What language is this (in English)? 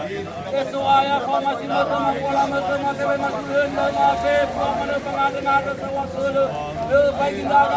Nias